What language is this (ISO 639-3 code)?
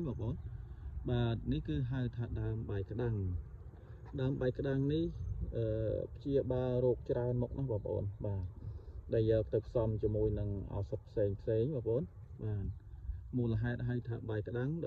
khm